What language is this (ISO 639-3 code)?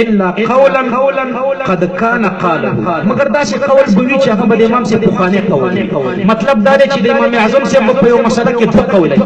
pus